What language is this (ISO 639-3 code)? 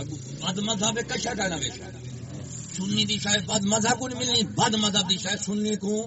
skr